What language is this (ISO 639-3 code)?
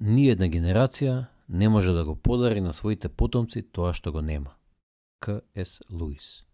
mkd